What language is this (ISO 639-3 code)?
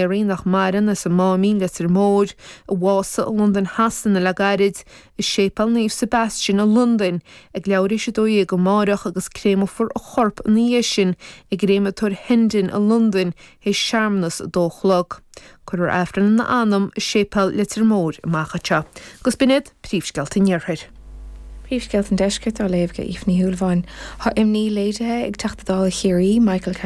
gle